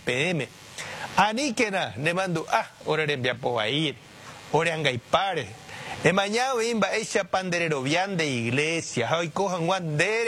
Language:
Guarani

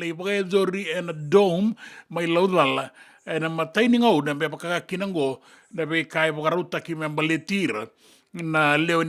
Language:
Fijian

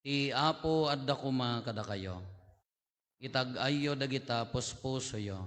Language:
Iloko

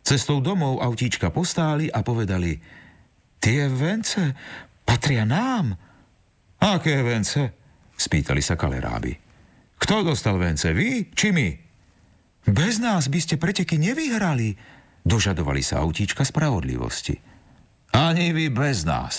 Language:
Slovak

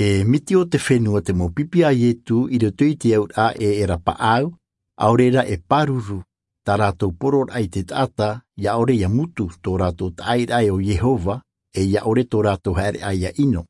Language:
Tahitian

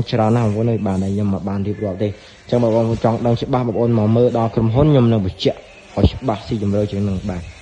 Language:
Khmer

